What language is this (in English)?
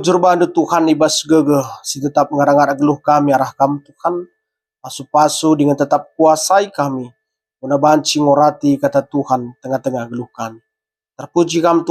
Batak Karo